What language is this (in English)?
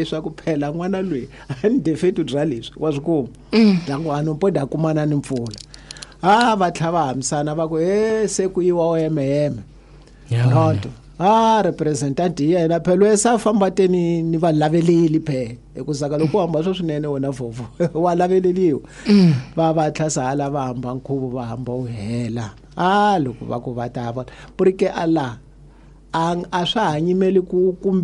Tsonga